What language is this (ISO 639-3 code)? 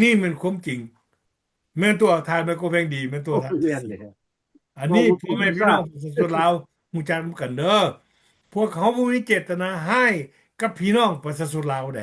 lao